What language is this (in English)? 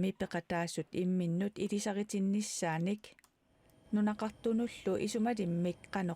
Kalaallisut